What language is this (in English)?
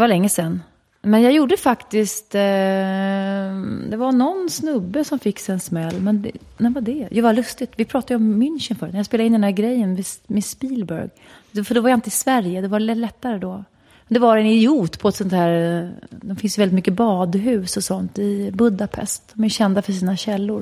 Swedish